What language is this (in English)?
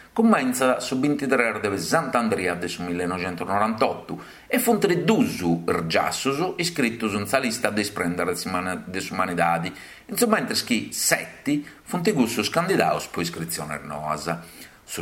Sardinian